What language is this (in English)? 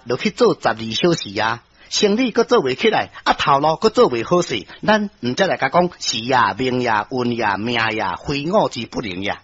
Min Nan Chinese